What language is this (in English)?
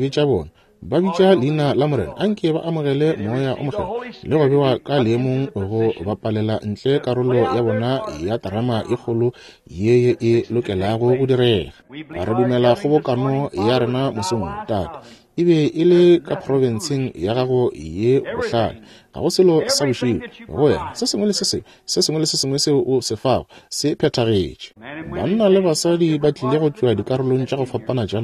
Northern Sotho